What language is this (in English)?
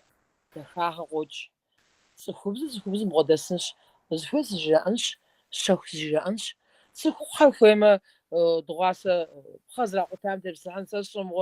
Kabardian